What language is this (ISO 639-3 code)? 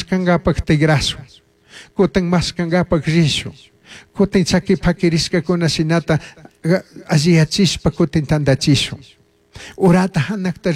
qug